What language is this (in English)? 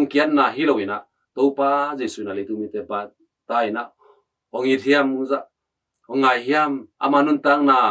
Tedim Chin